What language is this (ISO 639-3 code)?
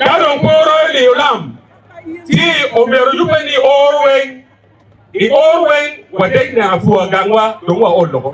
ach